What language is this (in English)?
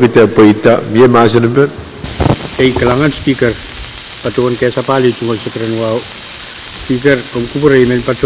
Pohnpeian